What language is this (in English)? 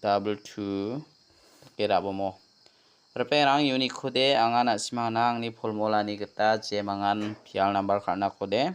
Garo